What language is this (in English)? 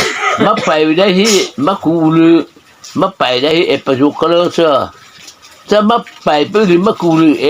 Mara Chin